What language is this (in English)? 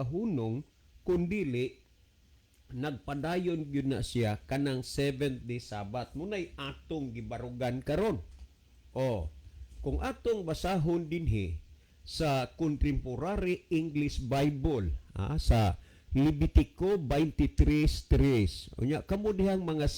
Cebuano